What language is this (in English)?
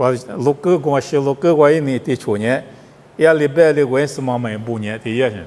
Lisu